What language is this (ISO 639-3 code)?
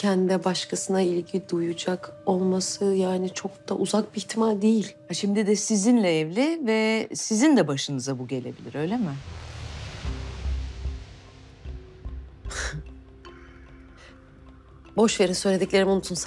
tur